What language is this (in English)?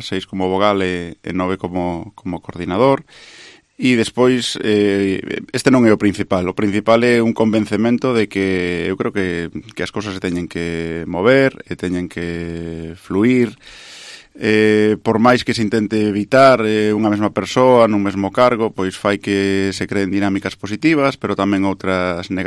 Galician